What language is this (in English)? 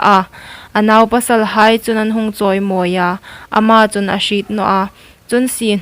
Hmar